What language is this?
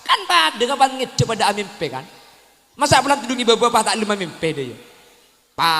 Madurese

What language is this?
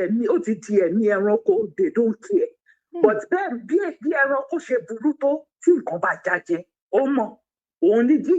Yoruba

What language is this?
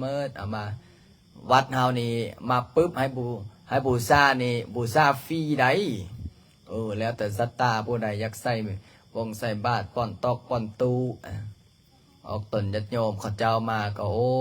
Lao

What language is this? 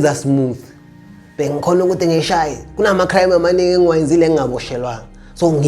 Zulu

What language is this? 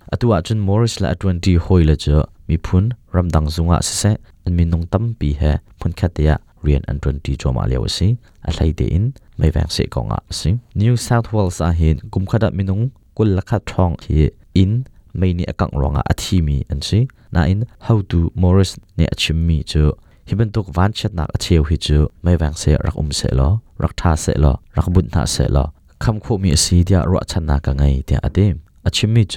Hakha Chin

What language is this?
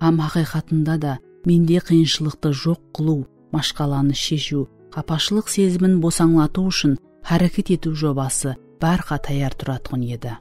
Kara-Kalpak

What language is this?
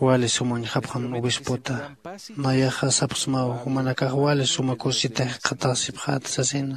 Aymara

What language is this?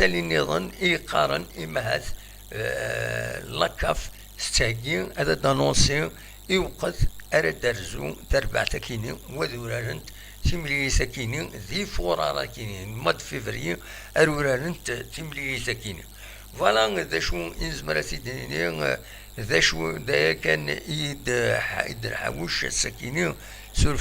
Kabyle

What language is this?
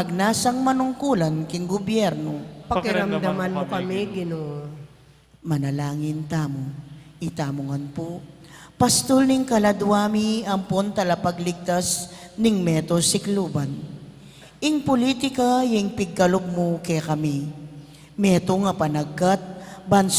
Pampanga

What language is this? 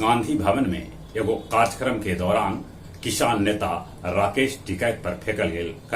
Magahi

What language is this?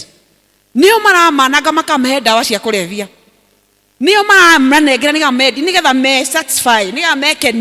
Kikuyu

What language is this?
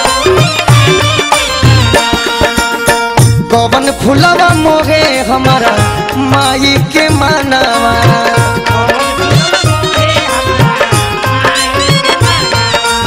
Bhojpuri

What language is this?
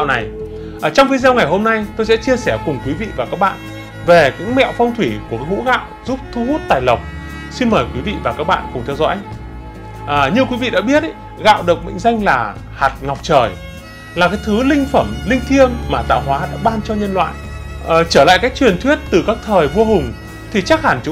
Vietnamese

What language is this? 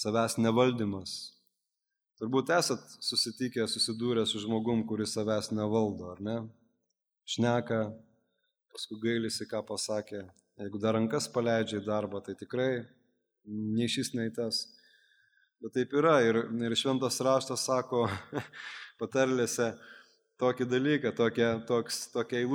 Lithuanian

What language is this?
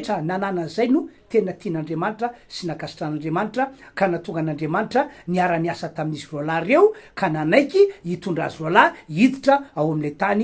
Malagasy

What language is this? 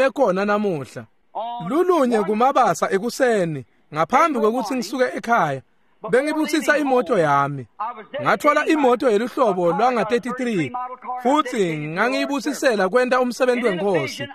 Swati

